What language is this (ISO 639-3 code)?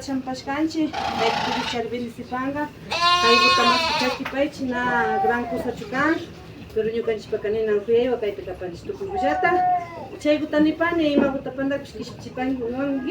qvi